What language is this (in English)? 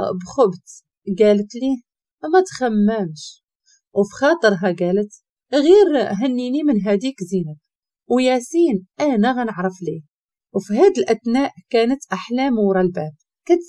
Moroccan Arabic